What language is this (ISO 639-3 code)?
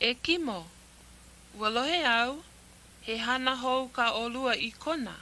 haw